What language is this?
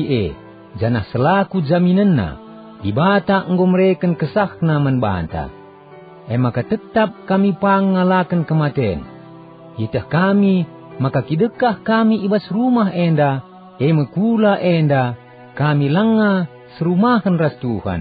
Batak Karo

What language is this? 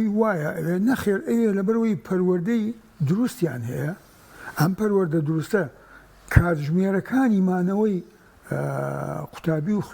Central Kurdish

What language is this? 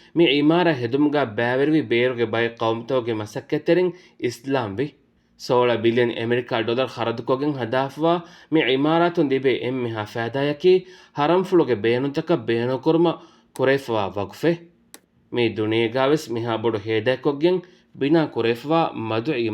Divehi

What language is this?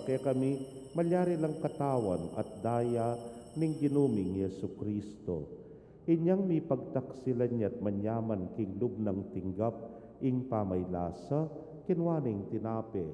Pampanga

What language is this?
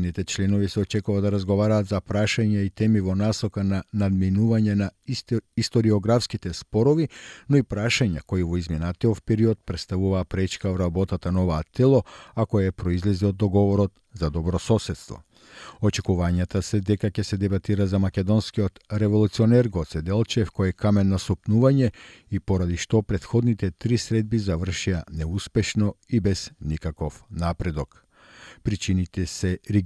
Macedonian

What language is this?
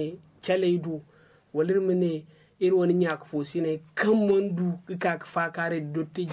Zarma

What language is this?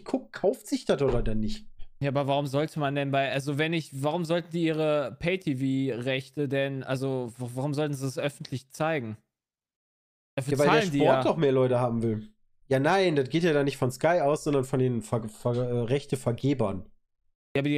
German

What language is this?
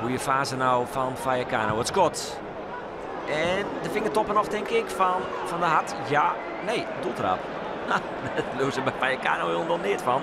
Western Frisian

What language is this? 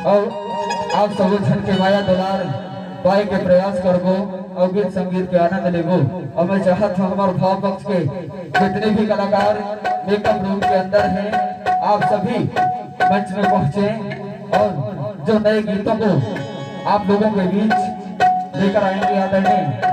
Chhattisgarhi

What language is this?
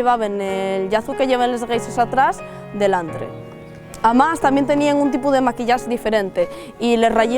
Asturian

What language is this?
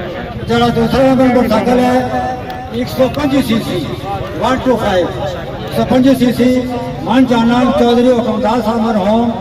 Pahari-Potwari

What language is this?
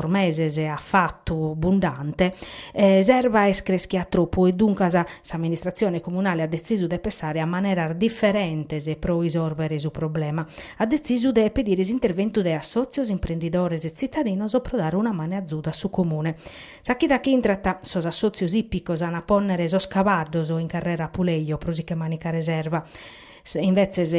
Sardinian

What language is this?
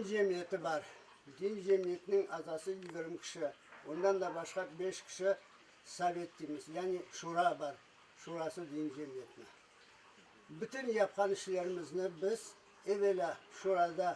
Crimean Tatar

